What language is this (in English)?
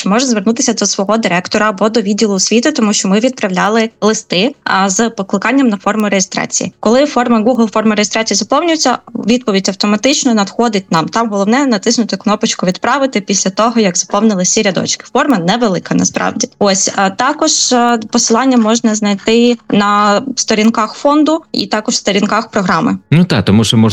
Ukrainian